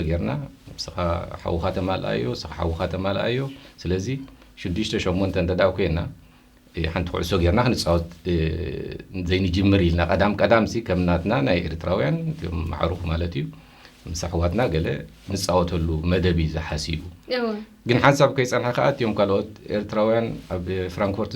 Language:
Tigrinya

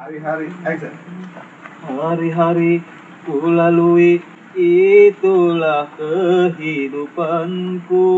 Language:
Betawi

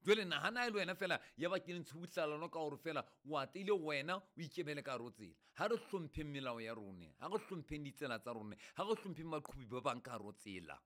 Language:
Southern Sotho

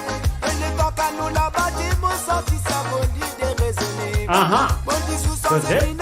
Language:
Morisyen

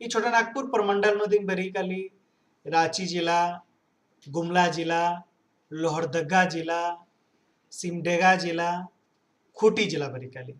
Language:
Kurukh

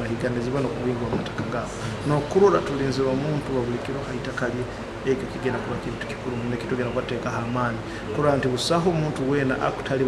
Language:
Nyoro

